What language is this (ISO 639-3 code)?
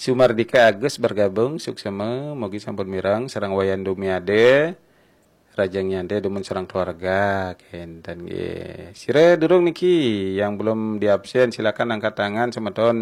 ban